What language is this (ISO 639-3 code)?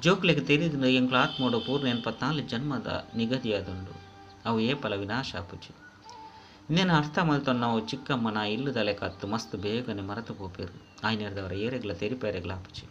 tcy